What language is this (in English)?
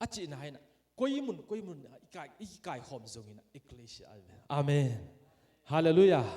Tedim Chin